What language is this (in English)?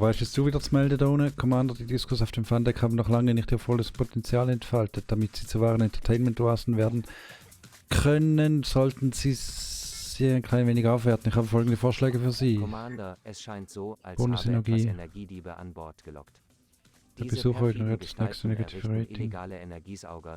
Swiss German